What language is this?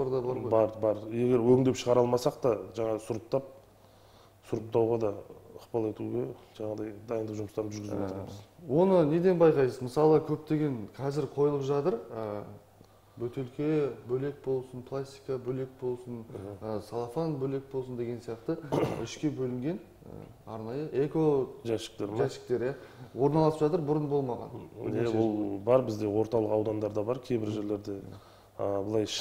Kazakh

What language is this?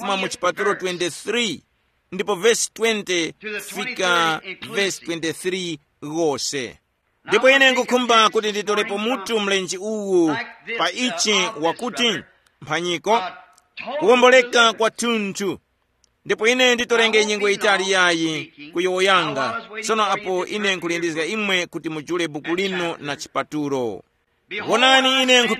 Tumbuka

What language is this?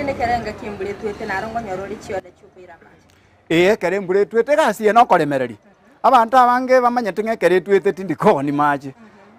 Gusii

